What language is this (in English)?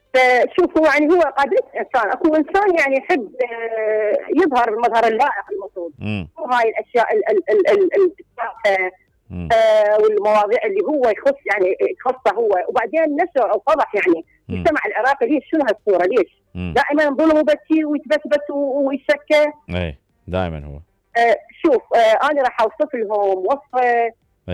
Mesopotamian Arabic